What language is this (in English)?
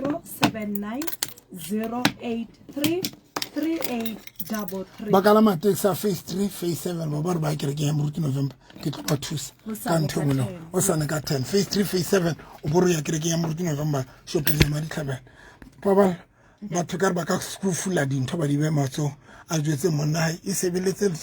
Southern Sotho